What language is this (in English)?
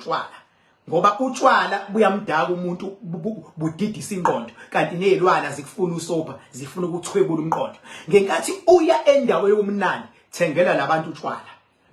Zulu